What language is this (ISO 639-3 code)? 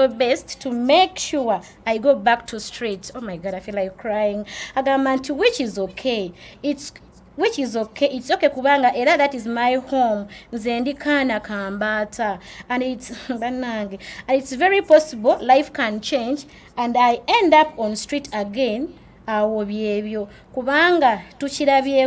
lug